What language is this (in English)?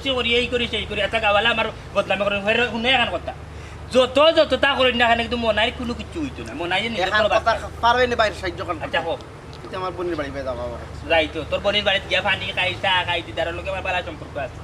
Sylheti